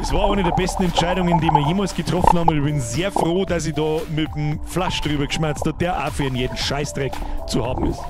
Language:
Bavarian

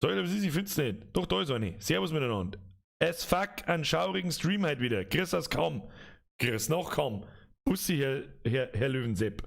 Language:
Bavarian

